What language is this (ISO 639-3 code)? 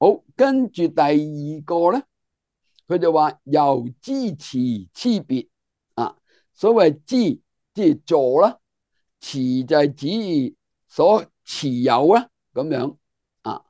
yue